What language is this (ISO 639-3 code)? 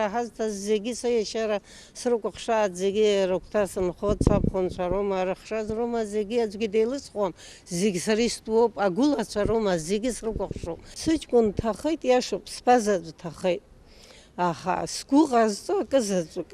abk